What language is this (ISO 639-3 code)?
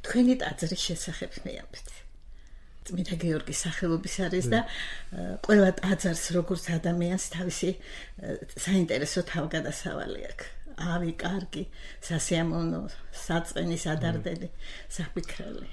kat